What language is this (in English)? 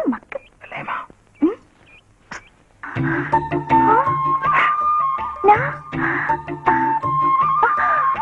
Tamil